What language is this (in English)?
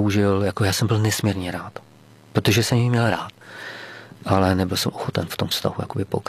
Czech